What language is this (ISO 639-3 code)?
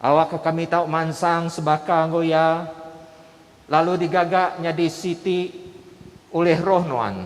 iba